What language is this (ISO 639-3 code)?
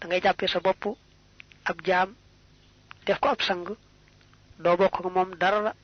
wol